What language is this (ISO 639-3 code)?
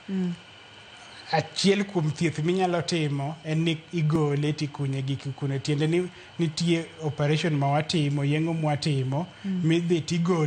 luo